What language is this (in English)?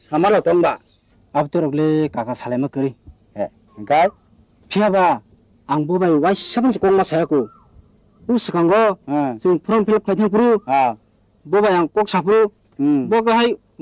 Kok Borok